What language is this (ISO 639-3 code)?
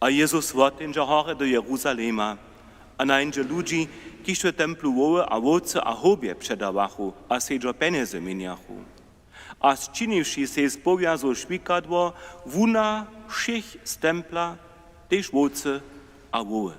hsb